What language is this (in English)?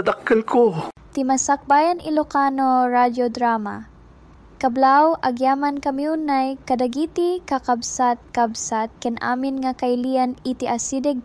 Iloko